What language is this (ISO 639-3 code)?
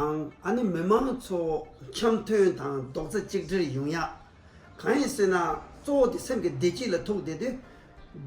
bod